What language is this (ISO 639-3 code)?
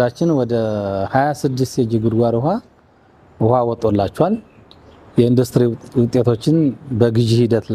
amh